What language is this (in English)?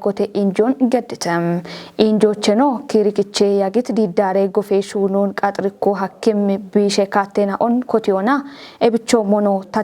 Kafa